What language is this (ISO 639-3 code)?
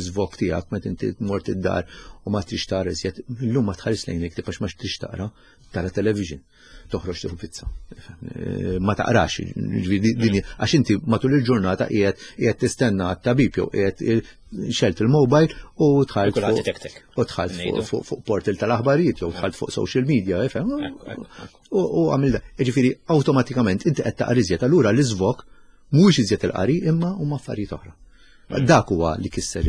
mlt